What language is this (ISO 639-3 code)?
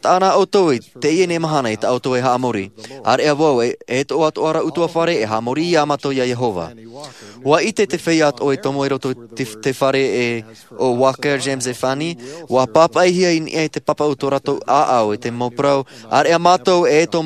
tah